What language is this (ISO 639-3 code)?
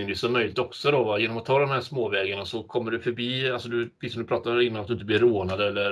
swe